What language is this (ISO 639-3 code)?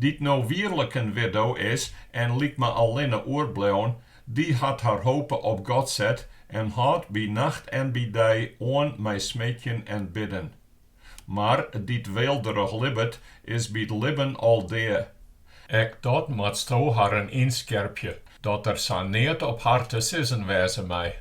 fry